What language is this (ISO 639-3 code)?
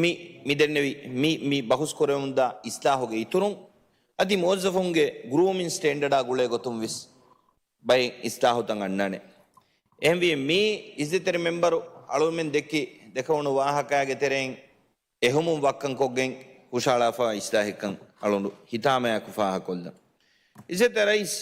div